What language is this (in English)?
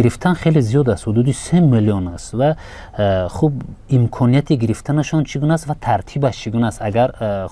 Tajik